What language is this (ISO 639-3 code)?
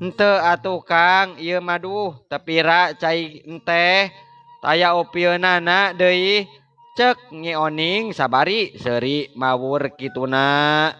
sun